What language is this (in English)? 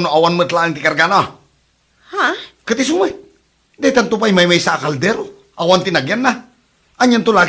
Iloko